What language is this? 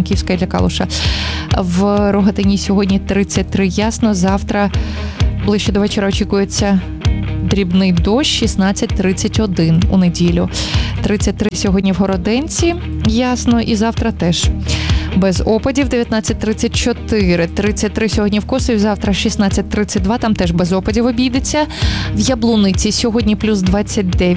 Ukrainian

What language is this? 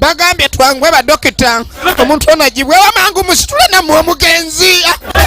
Ganda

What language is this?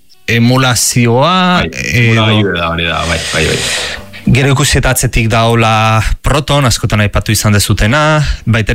Basque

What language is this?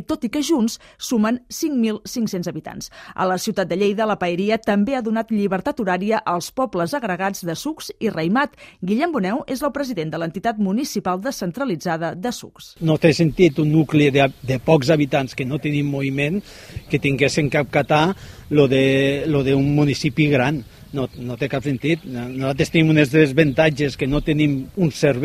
Catalan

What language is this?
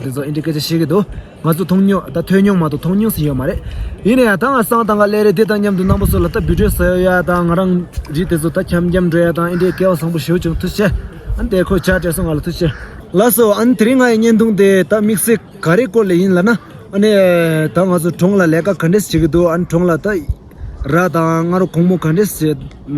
Tibetan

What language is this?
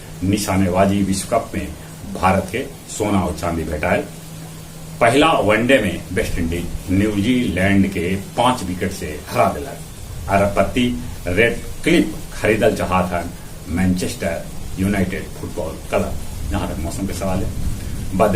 Magahi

